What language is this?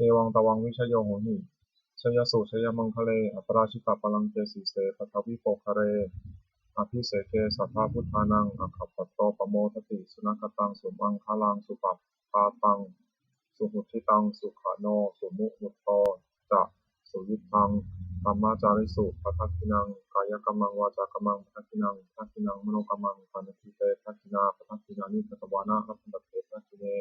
Pali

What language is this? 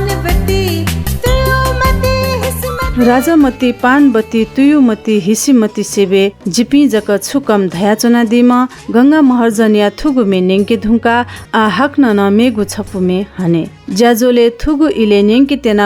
Newari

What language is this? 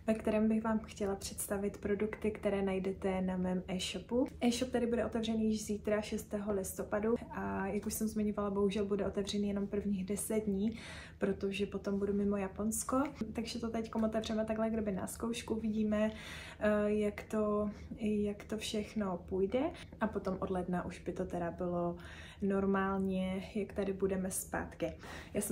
Czech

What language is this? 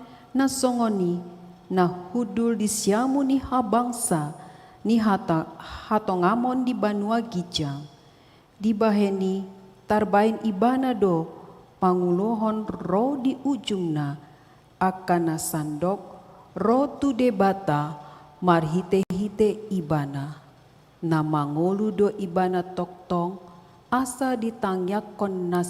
Batak Toba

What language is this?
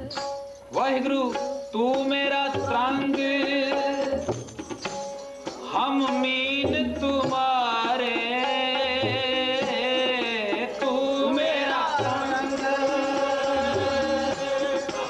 Punjabi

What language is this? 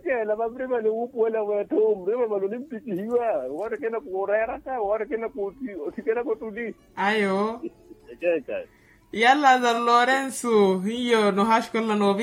Makhuwa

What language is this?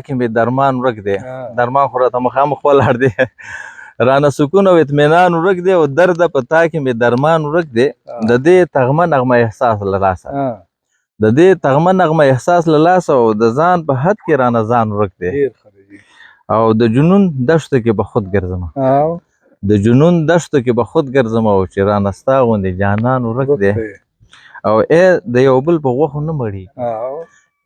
Pashto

